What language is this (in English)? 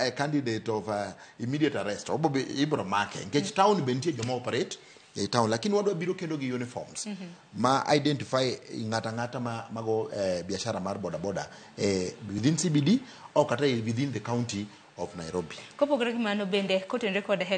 Luo (Kenya and Tanzania)